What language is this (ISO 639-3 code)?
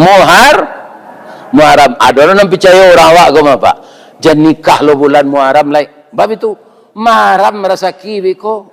min